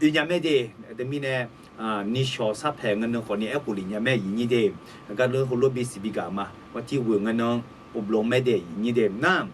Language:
Akha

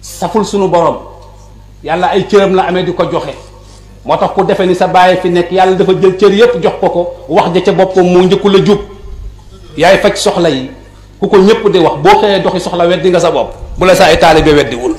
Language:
Wolof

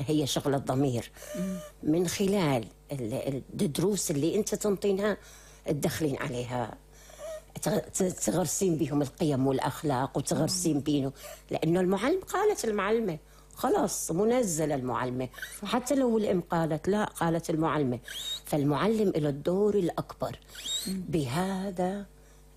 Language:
North Levantine Arabic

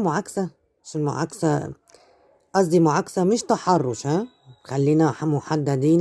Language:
Egyptian Arabic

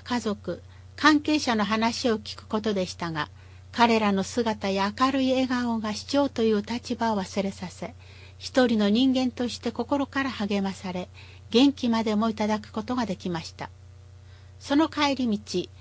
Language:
Japanese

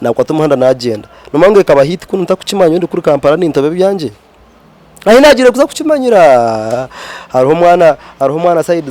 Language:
Nyankole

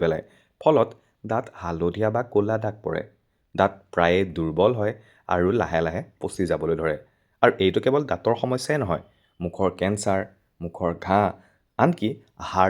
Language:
Assamese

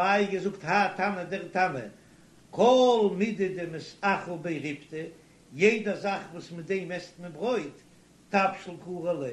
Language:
Yiddish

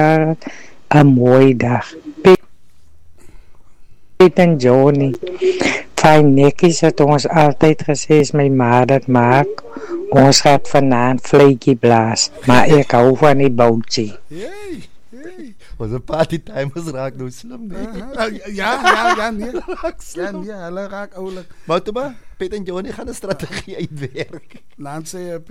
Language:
Afrikaans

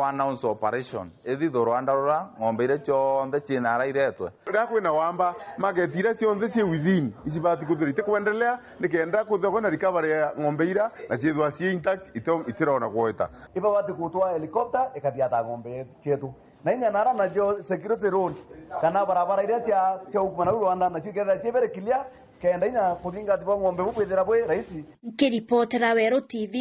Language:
Meru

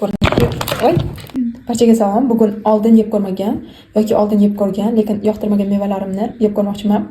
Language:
Uzbek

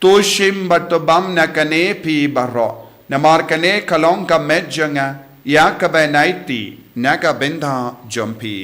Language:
Khasi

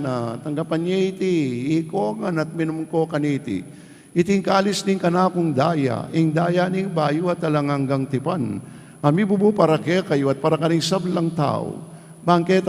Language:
Pampanga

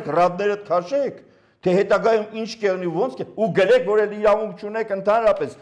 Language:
Armenian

